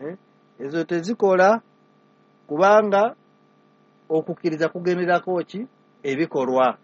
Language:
Ganda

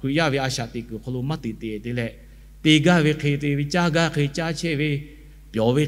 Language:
Lahu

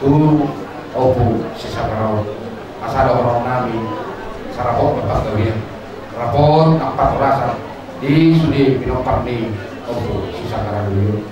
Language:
Batak Toba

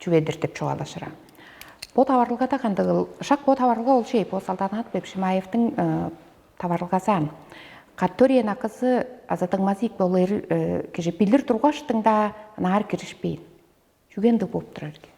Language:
Tuvinian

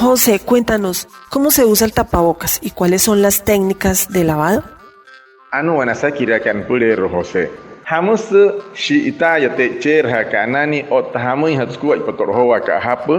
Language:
Wayuu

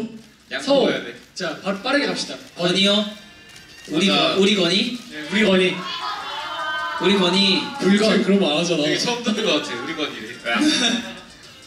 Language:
Korean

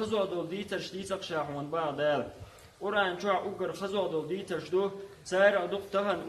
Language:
Chechen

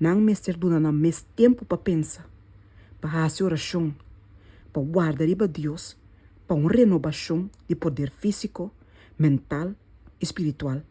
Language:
Papiamento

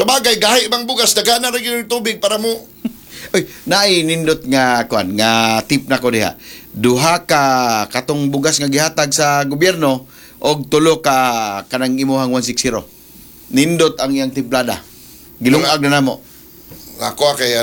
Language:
Cebuano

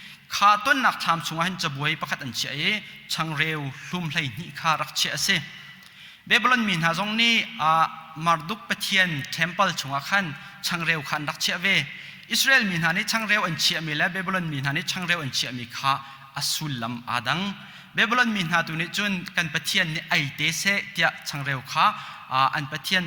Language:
Hakha Chin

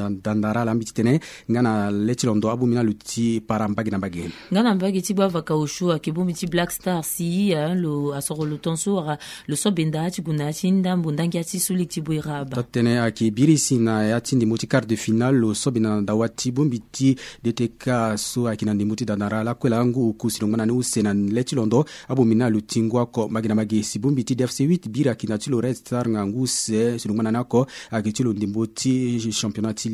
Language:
Sango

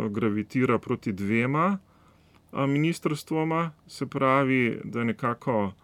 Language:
Slovenian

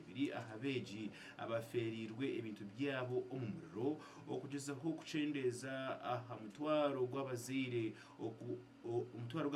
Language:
Nyankole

